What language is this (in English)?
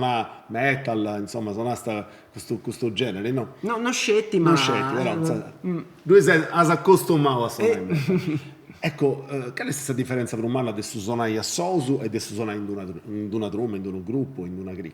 Sardinian